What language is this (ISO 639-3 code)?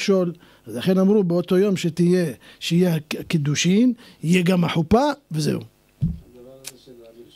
heb